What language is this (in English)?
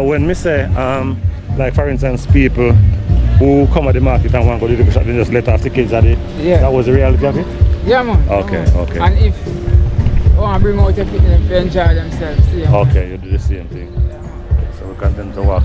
Jamaican Creole English